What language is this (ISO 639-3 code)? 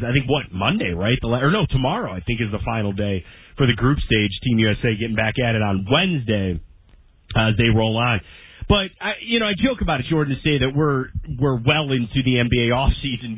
eng